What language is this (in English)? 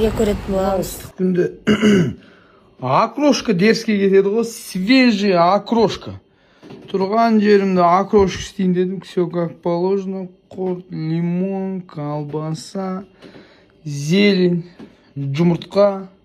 Kazakh